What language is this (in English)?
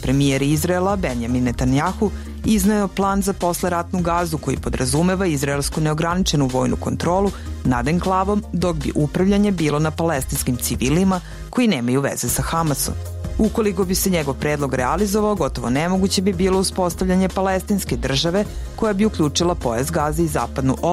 Serbian